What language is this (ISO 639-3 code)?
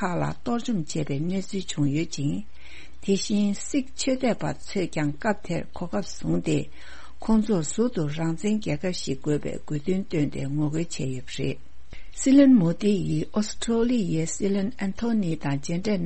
bod